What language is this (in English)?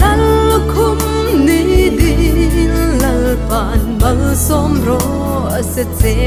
Hmar